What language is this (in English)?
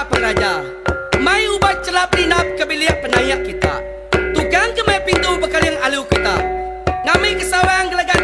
Iban